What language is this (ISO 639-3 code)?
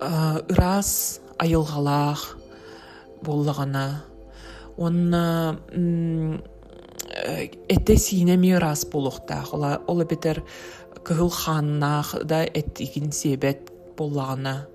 sah